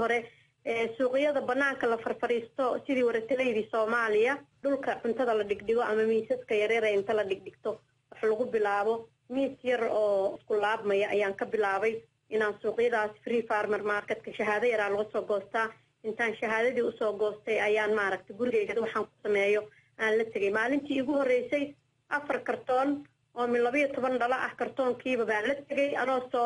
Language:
Somali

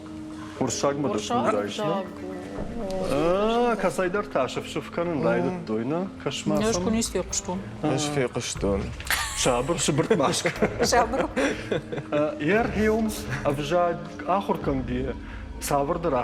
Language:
Ossetic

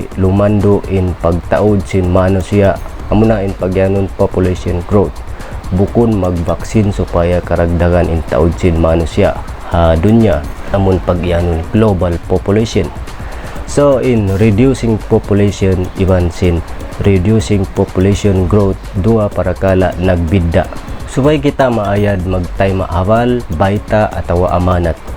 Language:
Tausug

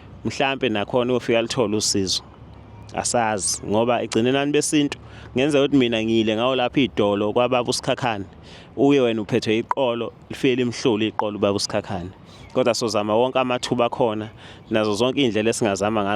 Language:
Zulu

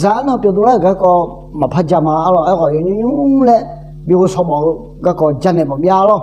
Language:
Akha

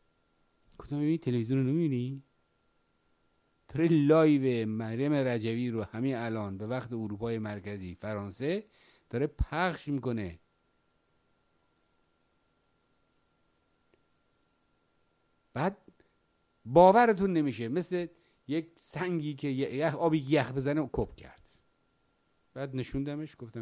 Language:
Persian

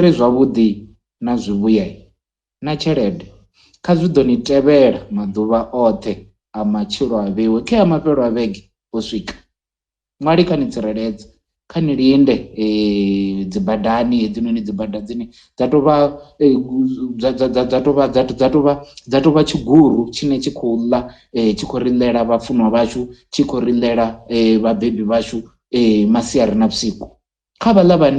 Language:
Venda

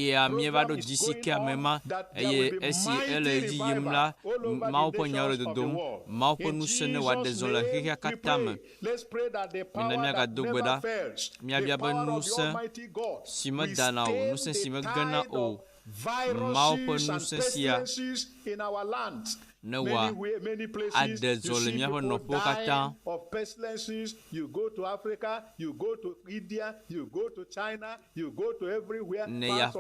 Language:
Ewe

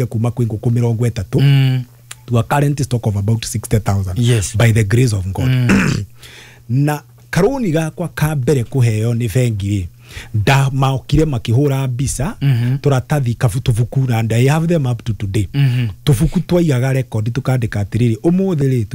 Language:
Kikuyu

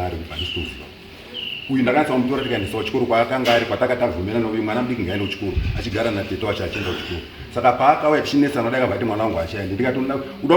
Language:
Shona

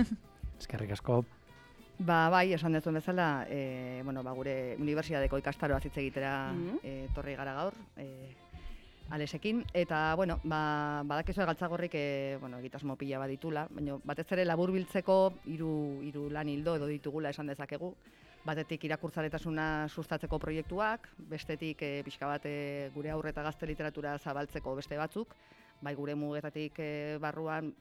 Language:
Basque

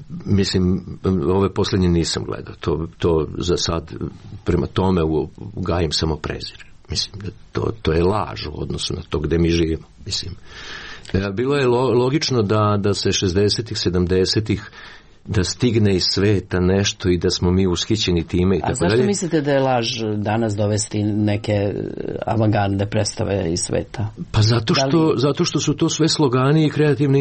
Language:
Serbian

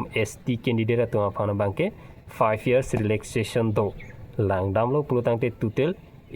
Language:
Karbi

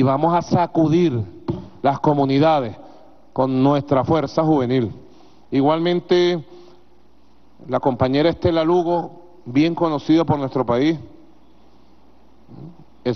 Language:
Spanish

